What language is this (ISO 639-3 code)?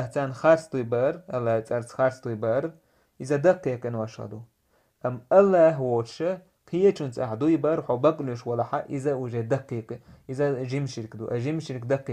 che